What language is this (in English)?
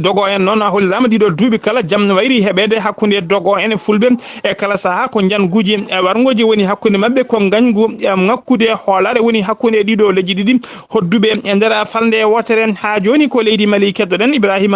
Fula